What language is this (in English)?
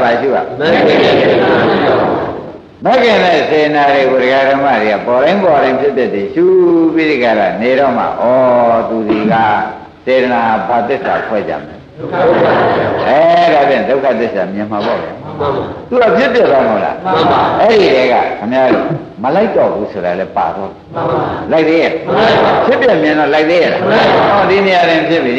Burmese